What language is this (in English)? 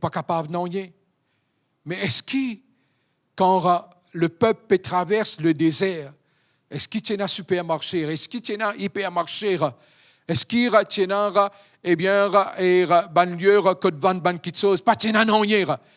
Morisyen